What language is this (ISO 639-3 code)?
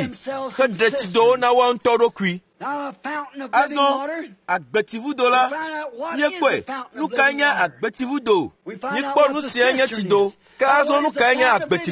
ewe